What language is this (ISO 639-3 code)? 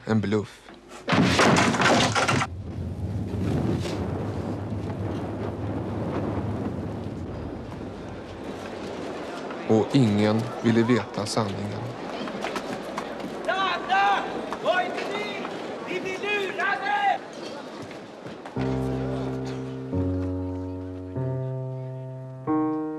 swe